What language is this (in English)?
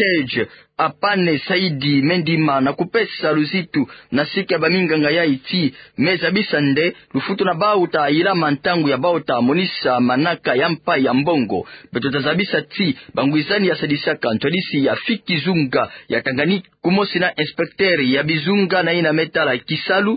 Kituba (Democratic Republic of Congo)